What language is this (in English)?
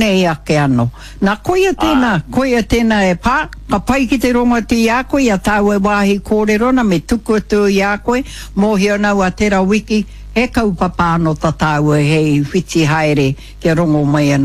Māori